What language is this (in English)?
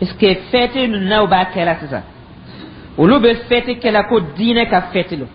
Dyula